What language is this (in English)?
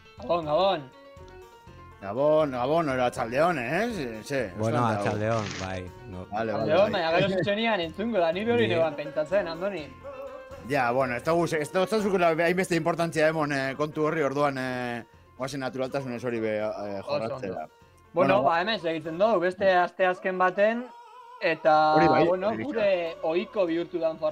Basque